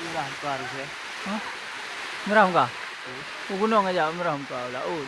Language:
Achinese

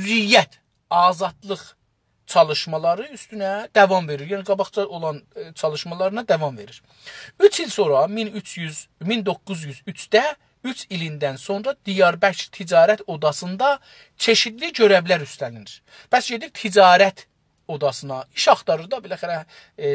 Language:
South Azerbaijani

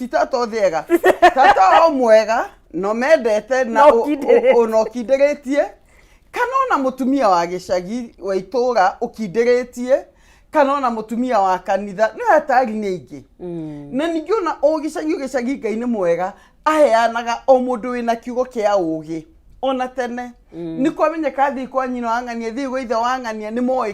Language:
Kikuyu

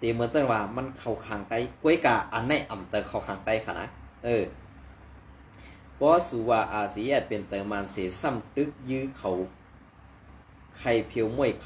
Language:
Shan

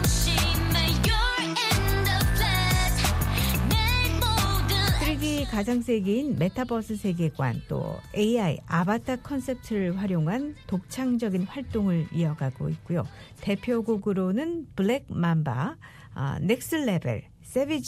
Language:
Korean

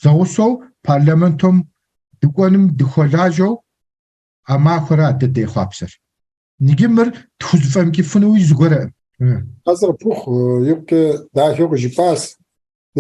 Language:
Kabardian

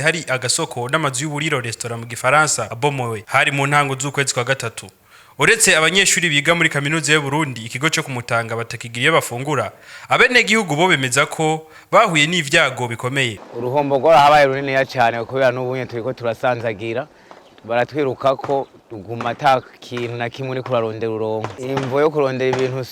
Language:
Rundi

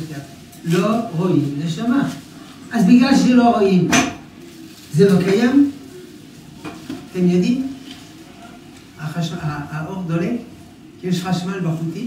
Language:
Hebrew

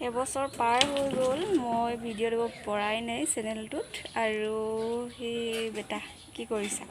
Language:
Assamese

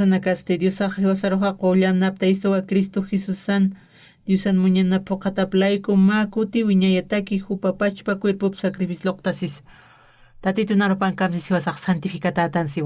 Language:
Aymara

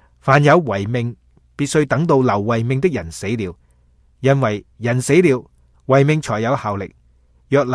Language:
Cantonese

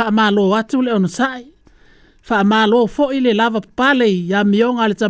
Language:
Samoan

